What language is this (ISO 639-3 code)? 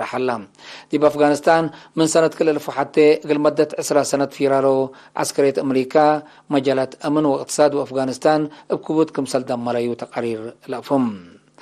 tig